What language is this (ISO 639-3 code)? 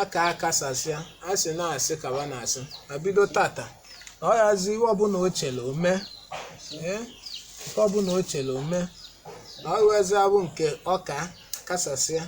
ibo